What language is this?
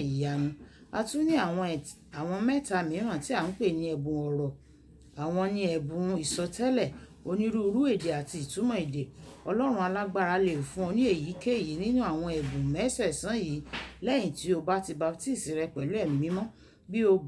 Yoruba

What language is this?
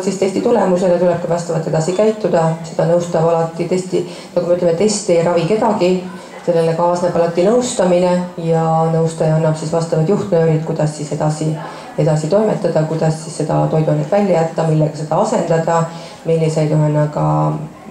Estonian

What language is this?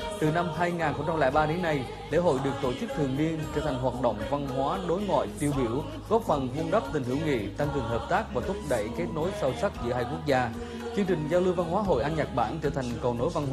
Vietnamese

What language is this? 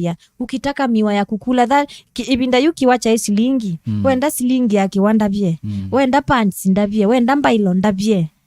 Kamba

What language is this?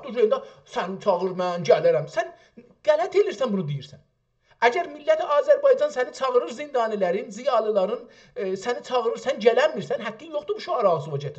South Azerbaijani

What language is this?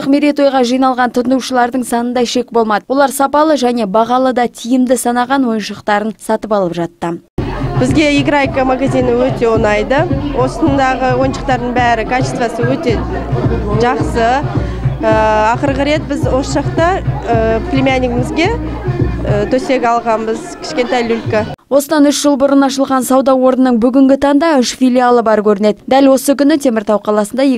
Kazakh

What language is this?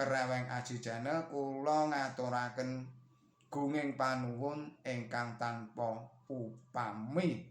Javanese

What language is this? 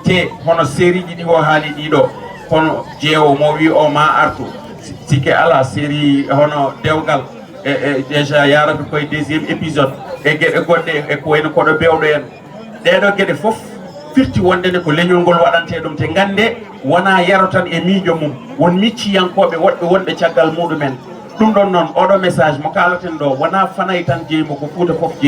Fula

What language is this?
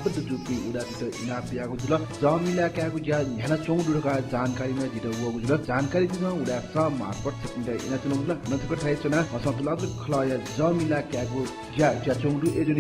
Newari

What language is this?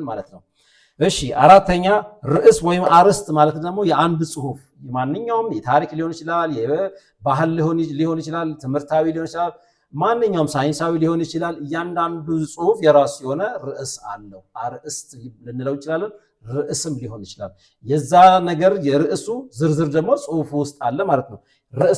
Amharic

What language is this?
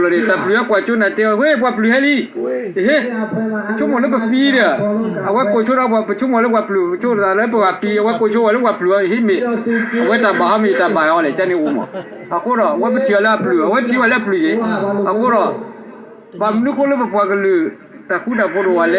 S'gaw Karen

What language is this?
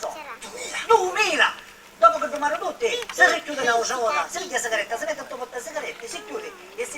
Sicilian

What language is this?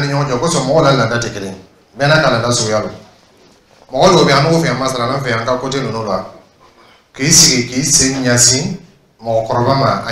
Dyula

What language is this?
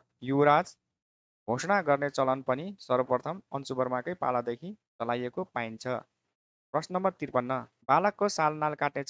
Nepali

